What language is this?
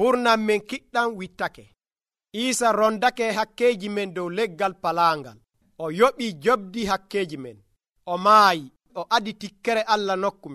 Nigerian Fulfulde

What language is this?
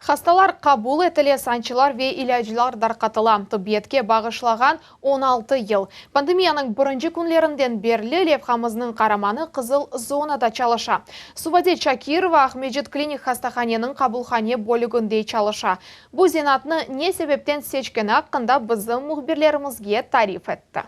Crimean Tatar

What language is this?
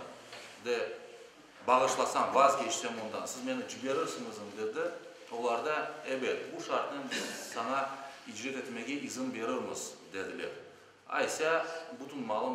Crimean Tatar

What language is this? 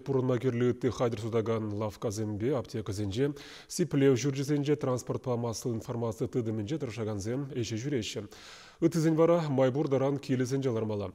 Chuvash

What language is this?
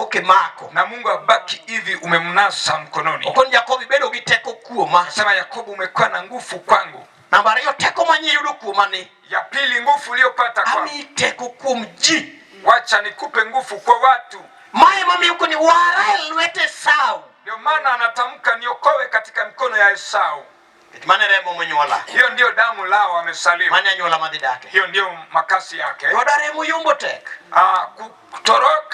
Luo (Kenya and Tanzania)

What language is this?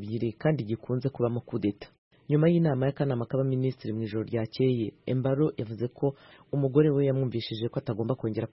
Kinyarwanda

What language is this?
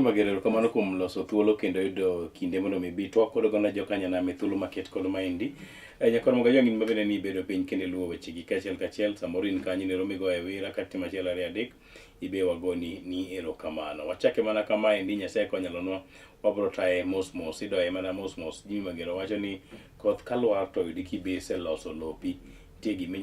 Luo (Kenya and Tanzania)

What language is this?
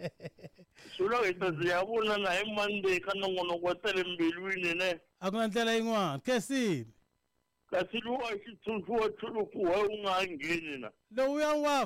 Tsonga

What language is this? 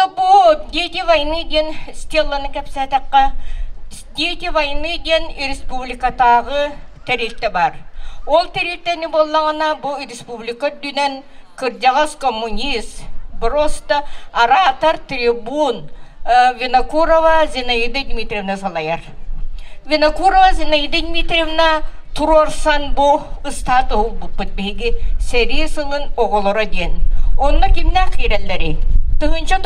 Yakut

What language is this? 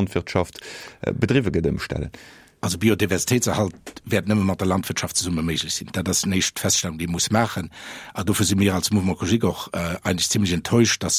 Luxembourgish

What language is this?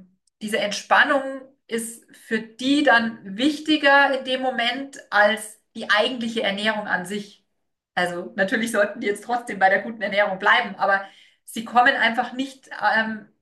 German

